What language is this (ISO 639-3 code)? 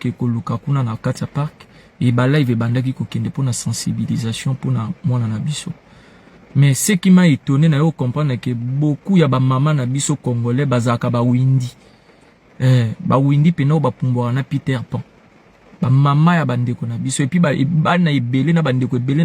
lin